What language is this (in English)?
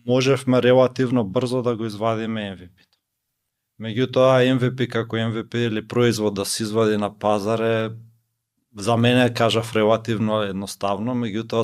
Macedonian